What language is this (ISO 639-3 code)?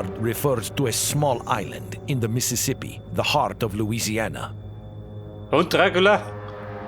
bar